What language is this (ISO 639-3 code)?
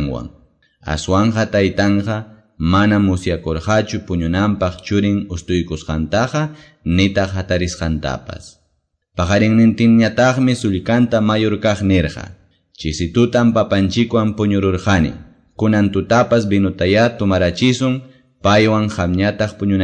que